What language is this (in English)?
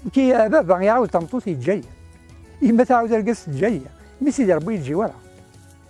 Kabyle